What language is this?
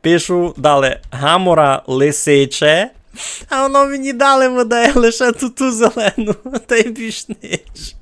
Rusyn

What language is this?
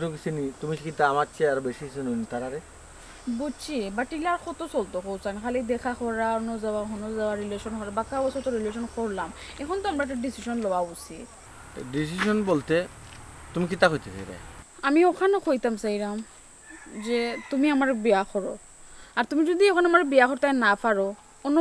Sylheti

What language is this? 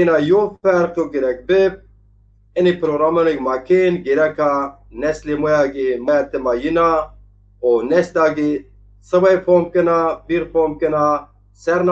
Zaza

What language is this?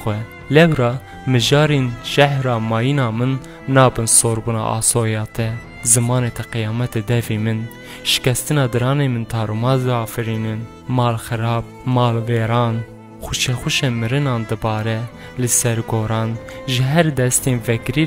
Kurdish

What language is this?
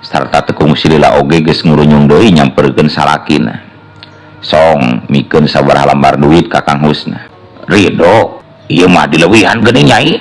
Sundanese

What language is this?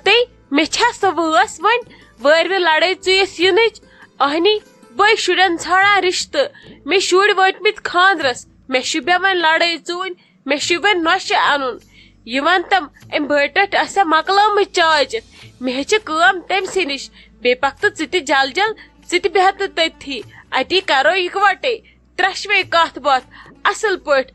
Kashmiri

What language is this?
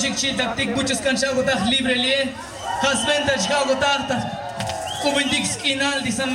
Tzotzil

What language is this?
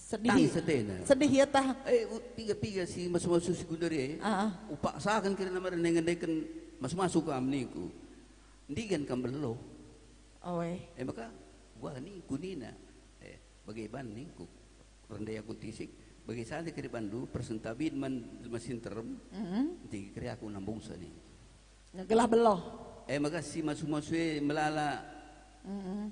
Batak Karo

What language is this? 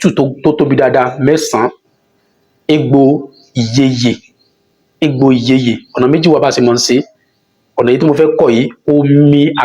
Yoruba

